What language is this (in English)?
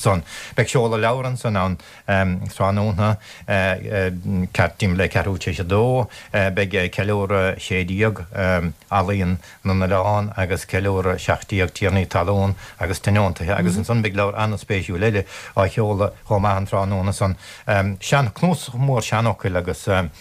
Irish